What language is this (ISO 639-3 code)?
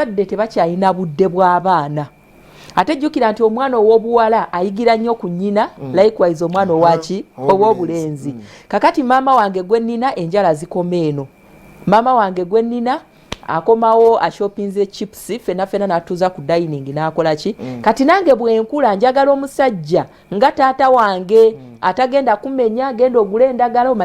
lug